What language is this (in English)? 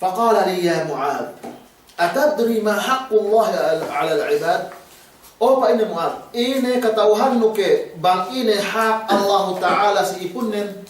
Yakan